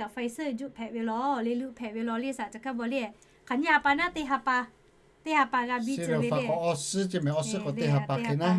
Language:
Lahu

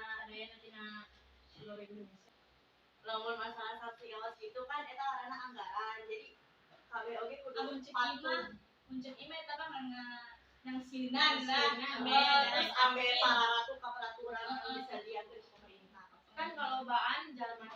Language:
Sundanese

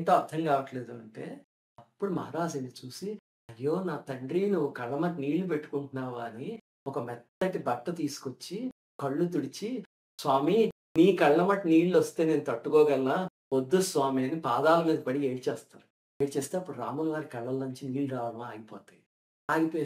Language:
Telugu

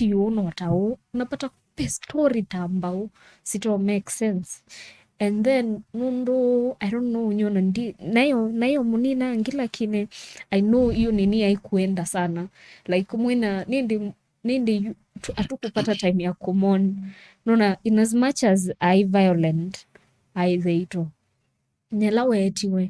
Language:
Kamba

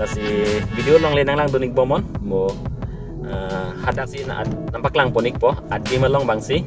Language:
Karbi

